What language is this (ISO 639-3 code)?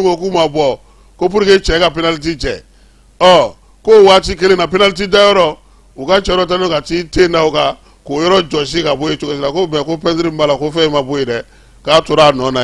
bam